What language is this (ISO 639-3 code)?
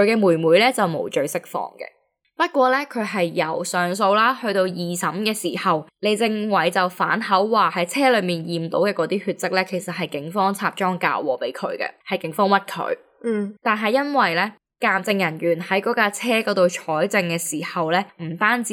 yue